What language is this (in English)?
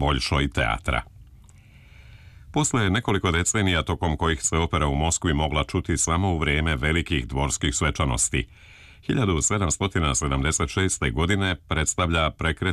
Serbian